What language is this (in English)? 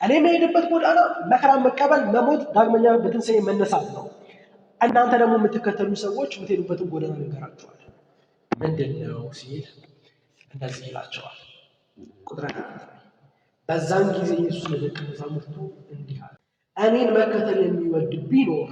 Amharic